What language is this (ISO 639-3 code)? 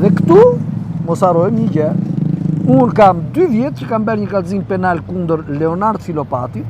sqi